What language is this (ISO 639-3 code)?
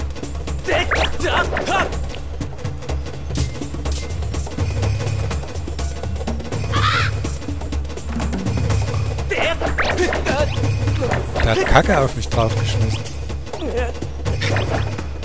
deu